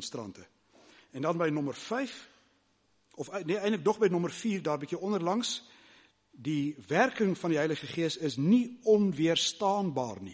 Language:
Afrikaans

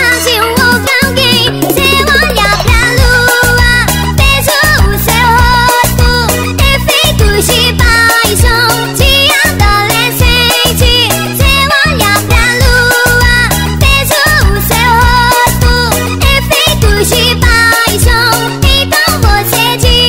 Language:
Portuguese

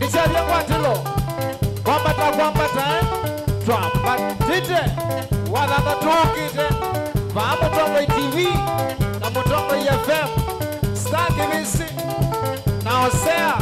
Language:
Kamba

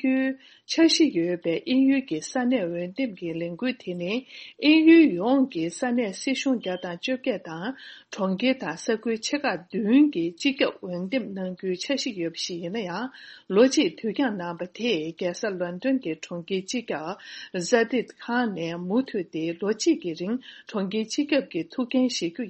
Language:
Tibetan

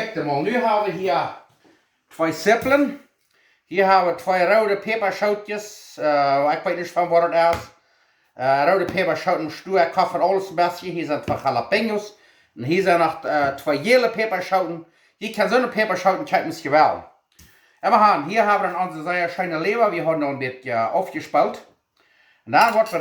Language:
Plautdietsch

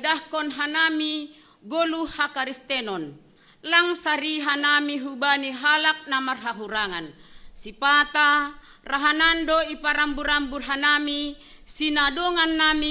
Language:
Batak Simalungun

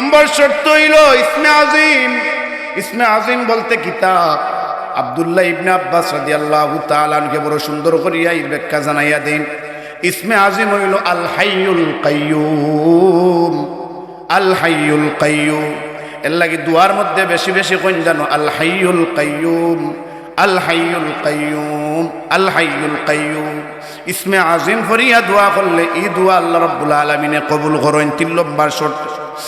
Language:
Sylheti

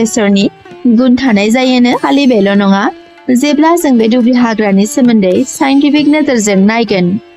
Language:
Bodo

